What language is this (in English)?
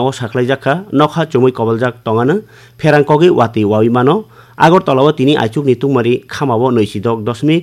Kok Borok